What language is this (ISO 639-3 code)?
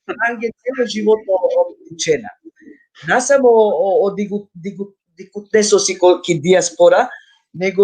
rmn